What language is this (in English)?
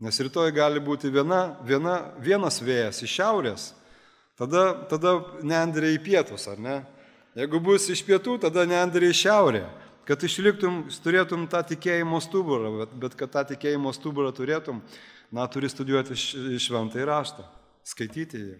Lithuanian